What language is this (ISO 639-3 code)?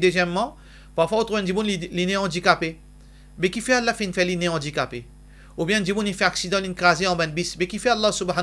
mfe